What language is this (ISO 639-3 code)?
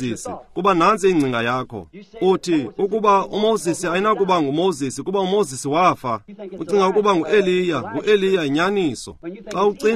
xho